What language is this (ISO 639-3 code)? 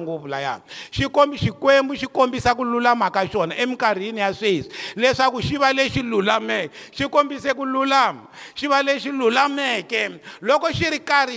tso